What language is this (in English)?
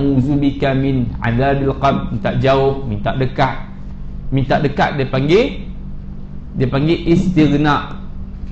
Malay